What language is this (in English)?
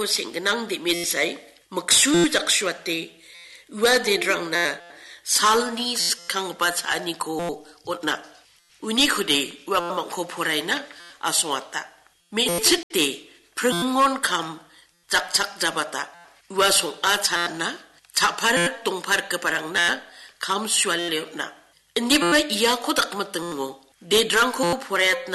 Garo